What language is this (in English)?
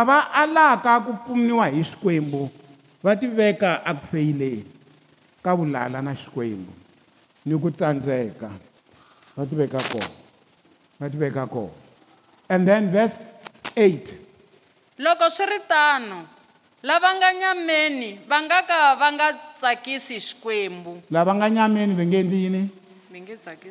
Tsonga